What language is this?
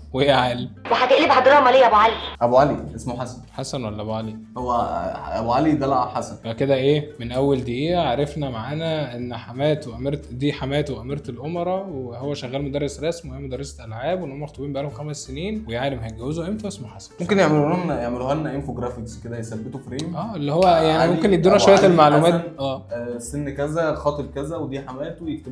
Egyptian Arabic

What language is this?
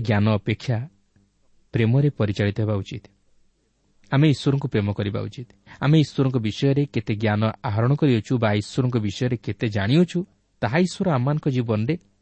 Odia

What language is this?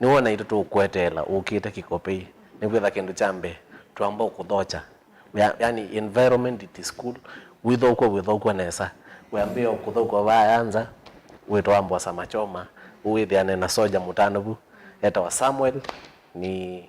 Kamba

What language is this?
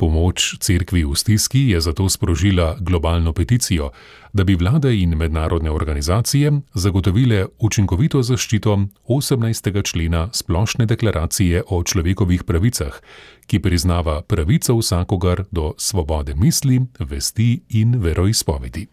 Slovenian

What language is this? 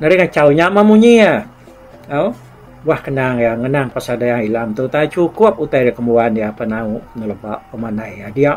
Iban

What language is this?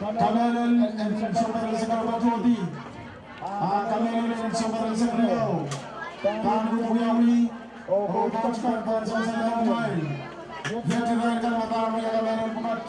Pohnpeian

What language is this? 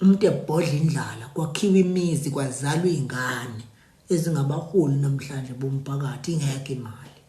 Zulu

